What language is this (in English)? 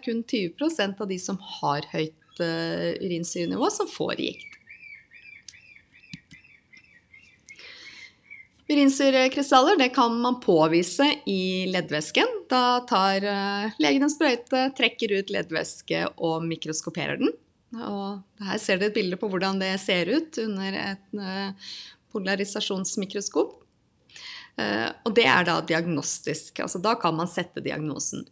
Norwegian